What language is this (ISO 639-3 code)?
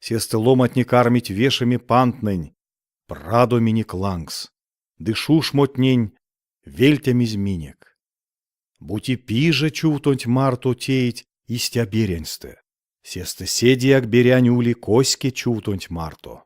myv